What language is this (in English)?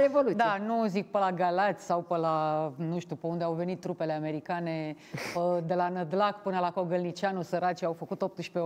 Romanian